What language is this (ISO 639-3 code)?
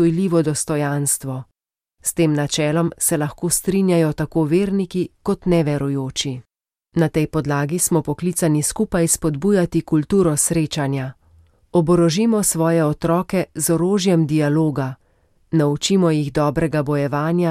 slv